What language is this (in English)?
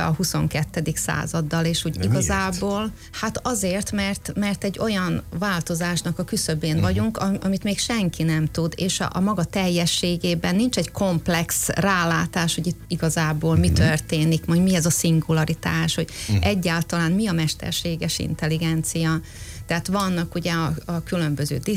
Hungarian